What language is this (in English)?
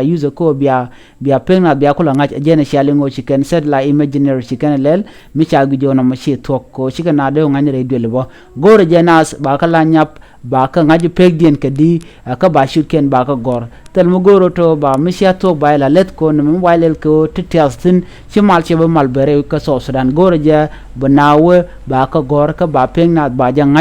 Nuer